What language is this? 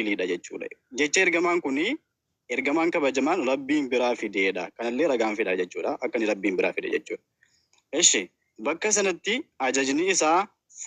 Oromo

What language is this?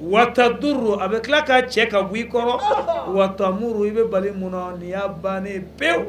Bambara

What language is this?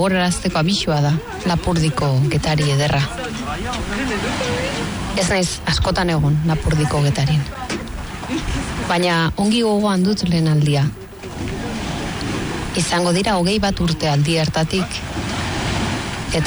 Basque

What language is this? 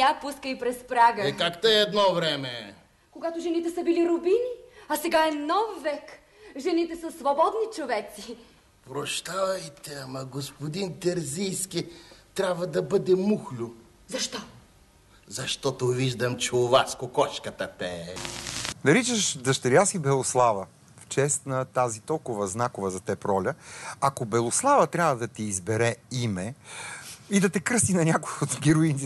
Bulgarian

